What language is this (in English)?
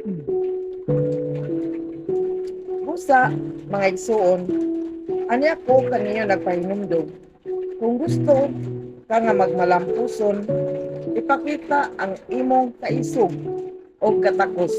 Cebuano